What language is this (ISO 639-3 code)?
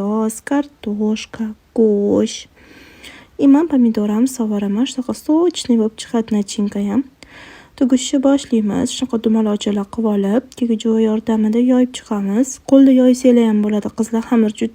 uzb